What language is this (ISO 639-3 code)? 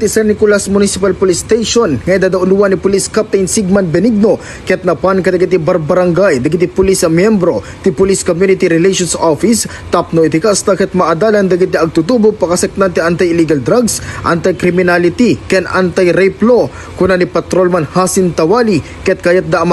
ilo